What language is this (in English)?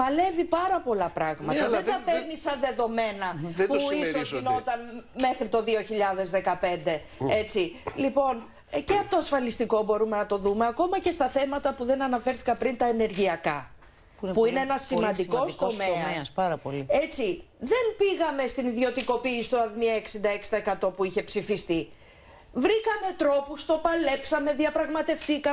Greek